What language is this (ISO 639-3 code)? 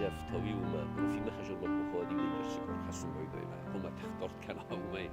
oss